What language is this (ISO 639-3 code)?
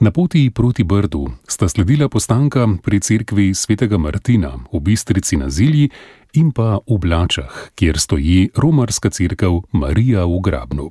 slv